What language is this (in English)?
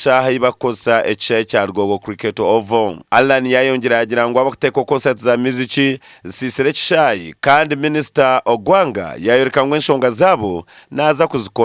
Nyankole